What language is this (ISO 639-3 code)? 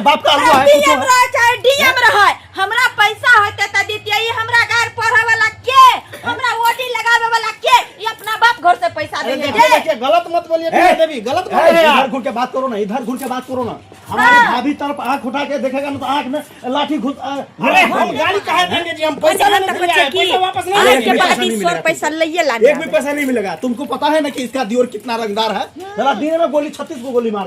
mai